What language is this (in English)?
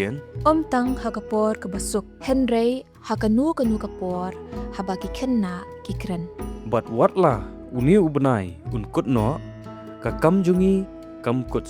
Khasi